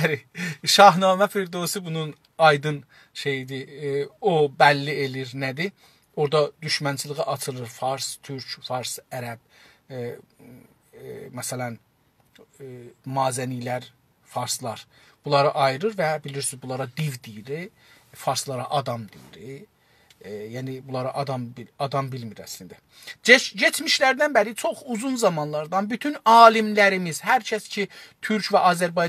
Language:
South Azerbaijani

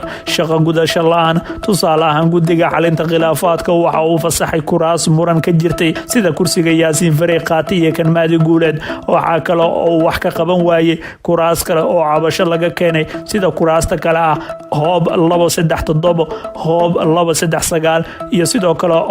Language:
Somali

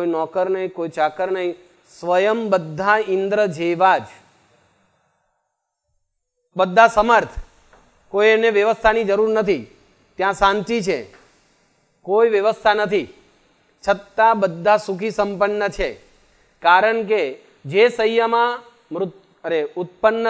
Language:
Gujarati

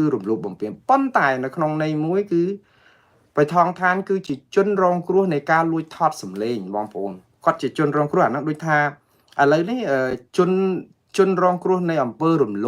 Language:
Khmer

